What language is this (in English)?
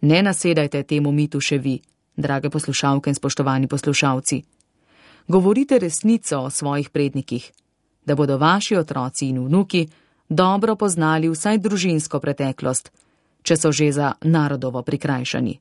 Slovenian